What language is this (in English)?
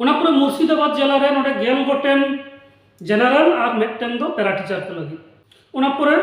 Santali